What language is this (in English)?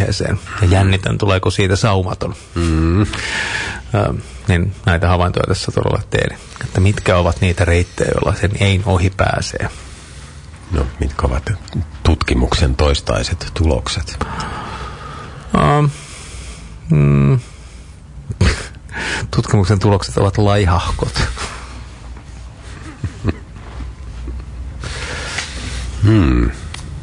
Finnish